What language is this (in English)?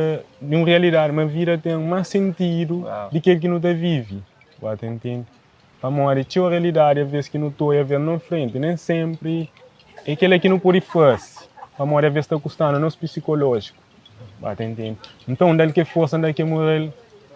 Kabuverdianu